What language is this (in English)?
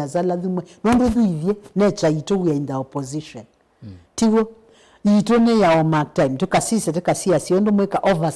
Kamba